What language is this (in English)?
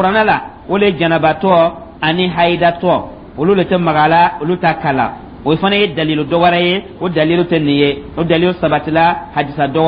Dyula